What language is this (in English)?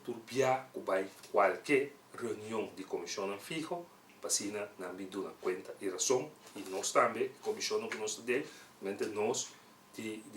Papiamento